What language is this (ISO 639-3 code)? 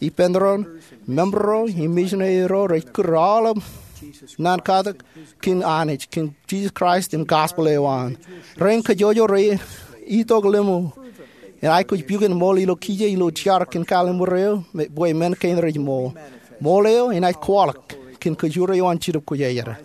mah